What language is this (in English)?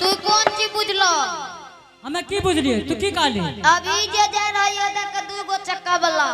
Angika